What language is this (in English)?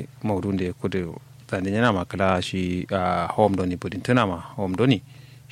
Kanuri